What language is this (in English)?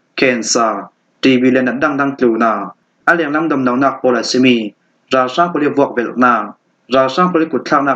Falam Chin